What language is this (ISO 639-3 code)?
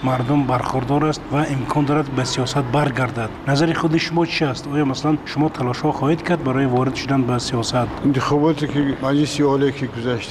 fas